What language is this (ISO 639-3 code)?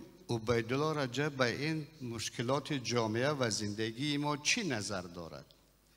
tgk